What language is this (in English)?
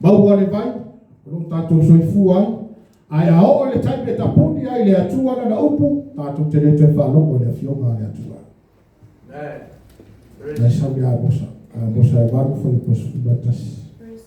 Samoan